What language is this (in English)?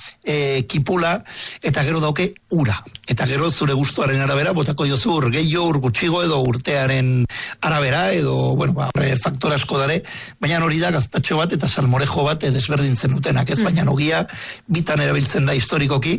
Basque